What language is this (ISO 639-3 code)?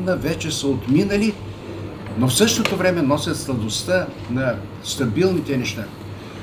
bul